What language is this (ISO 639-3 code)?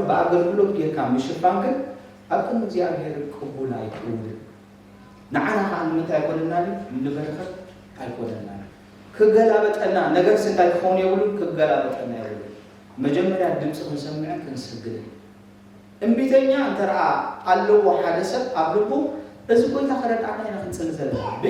tir